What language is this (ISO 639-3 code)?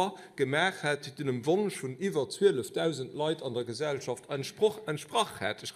ltz